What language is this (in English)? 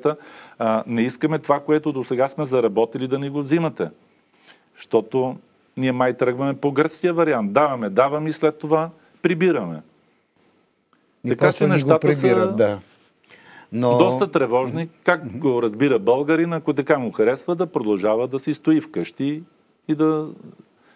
Bulgarian